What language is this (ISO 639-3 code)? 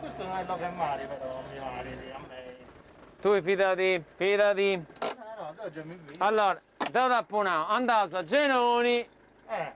srd